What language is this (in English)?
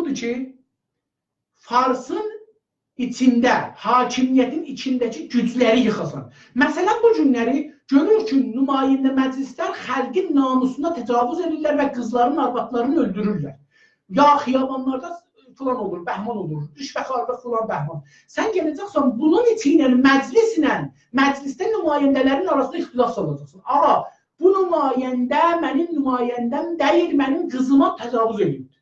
South Azerbaijani